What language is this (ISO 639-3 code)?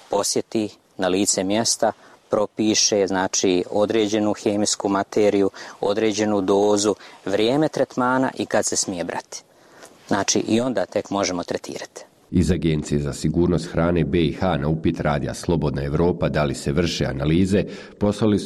bos